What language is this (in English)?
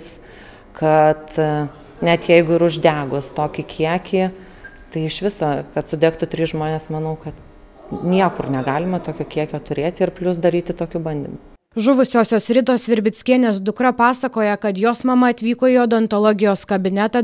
Lithuanian